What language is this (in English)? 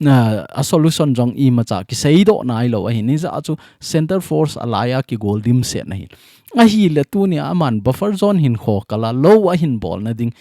Thado Chin